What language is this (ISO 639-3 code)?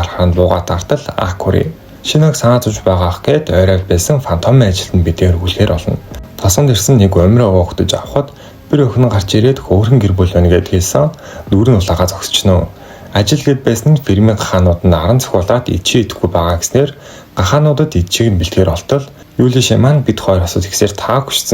mon